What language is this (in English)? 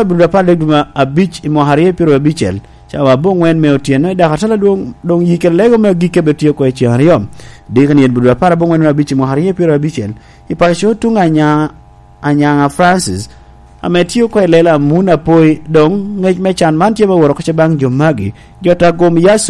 Lango (Uganda)